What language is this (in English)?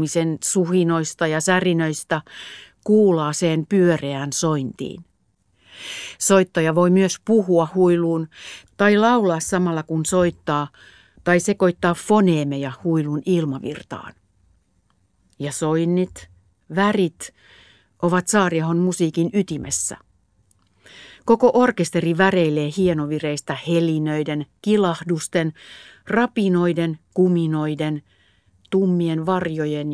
Finnish